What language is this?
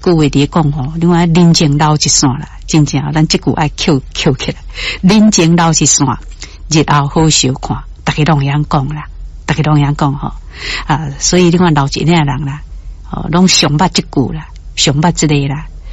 Min Nan Chinese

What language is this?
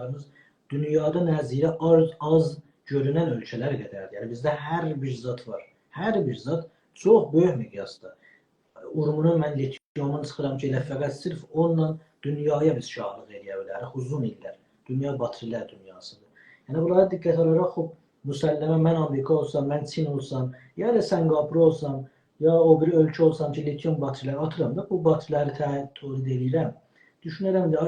South Azerbaijani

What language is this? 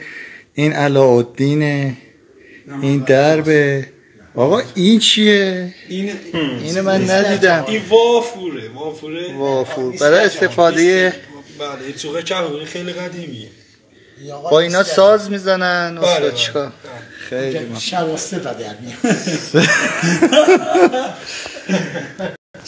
Persian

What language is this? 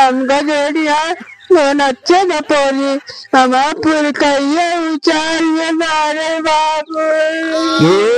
Awadhi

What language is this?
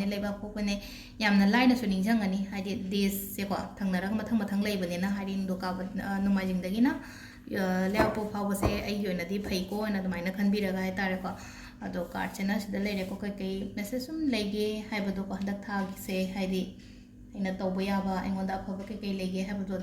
Manipuri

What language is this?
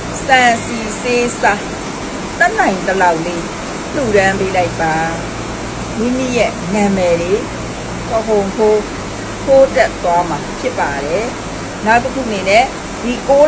Burmese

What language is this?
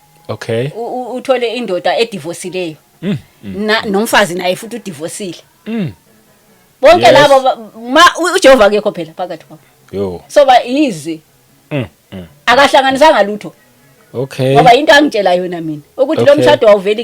Zulu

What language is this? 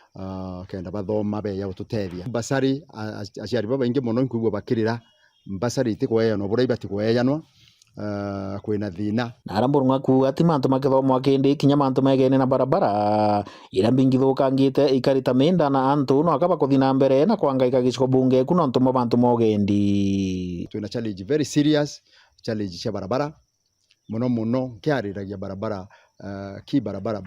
Meru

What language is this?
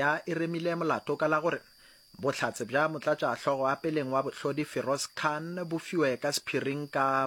Northern Sotho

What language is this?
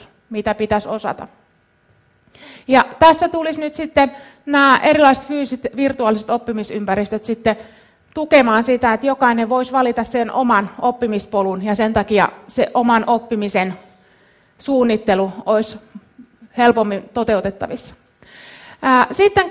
Finnish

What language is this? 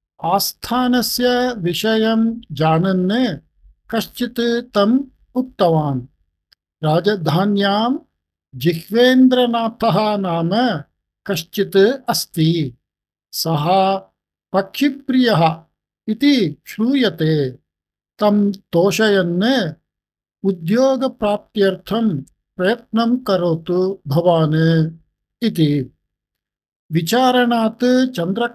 Sanskrit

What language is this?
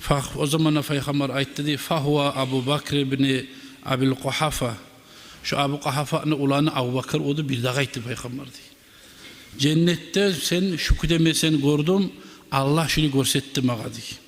Kumyk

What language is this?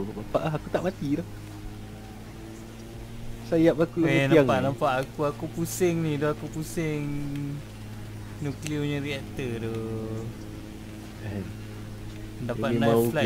Malay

